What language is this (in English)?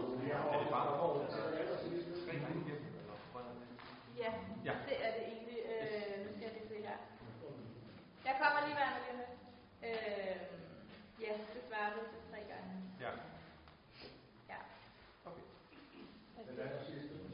Danish